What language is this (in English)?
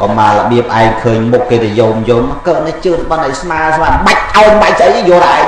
Khmer